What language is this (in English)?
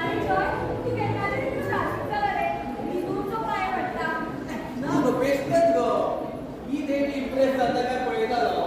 Konkani